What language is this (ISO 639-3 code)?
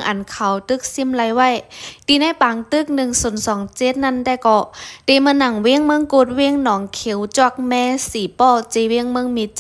shn